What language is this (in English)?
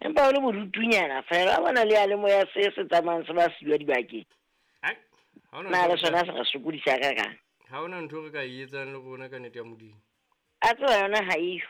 Southern Sotho